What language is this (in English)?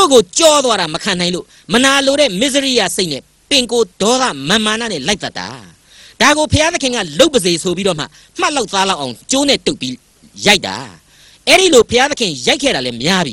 Burmese